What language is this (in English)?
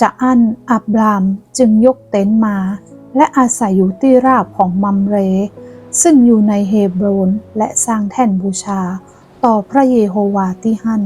Northern Thai